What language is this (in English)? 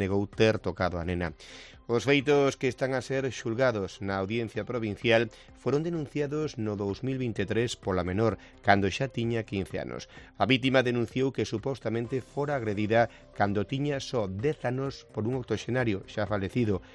Galician